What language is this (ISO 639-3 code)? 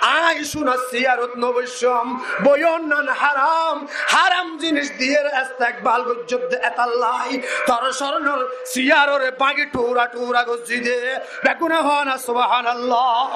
rhg